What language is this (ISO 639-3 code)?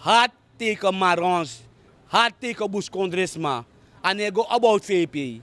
srn